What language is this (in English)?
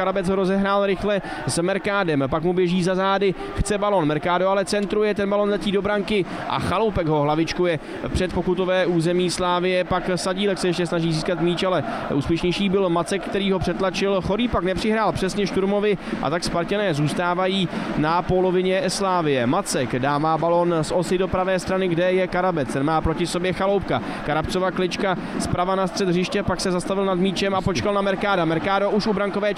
Czech